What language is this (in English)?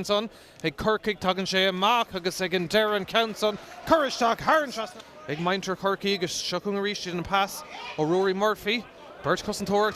Irish